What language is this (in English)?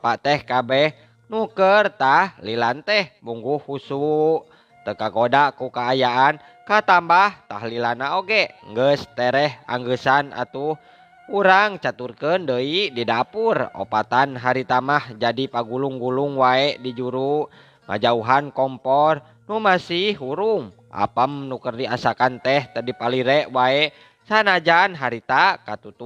Sundanese